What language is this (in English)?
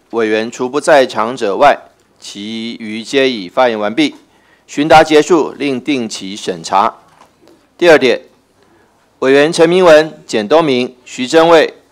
Chinese